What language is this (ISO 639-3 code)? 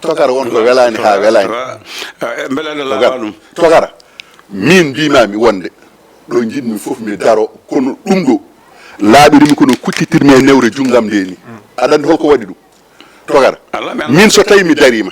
ful